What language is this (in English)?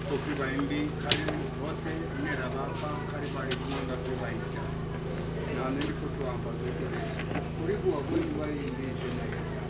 Venda